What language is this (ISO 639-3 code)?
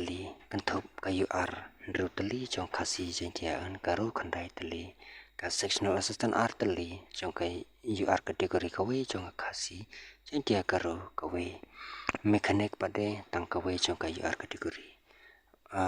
kha